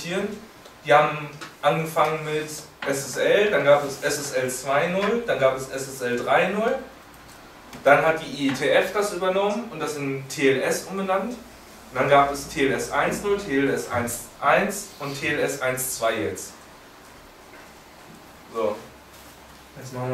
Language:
German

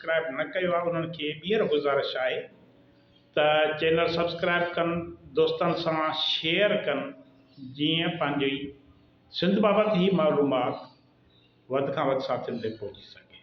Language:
Sindhi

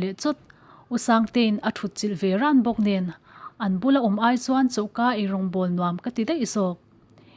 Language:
Mizo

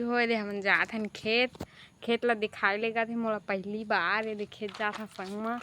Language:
Chhattisgarhi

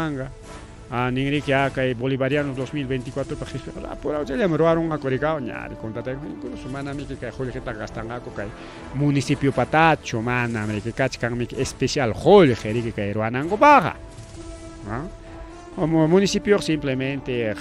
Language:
Ayacucho Quechua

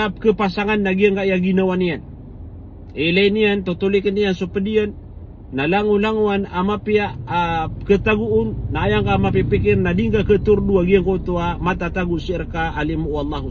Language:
Maranao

